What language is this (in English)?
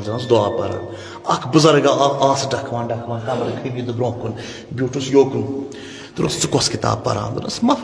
Kashmiri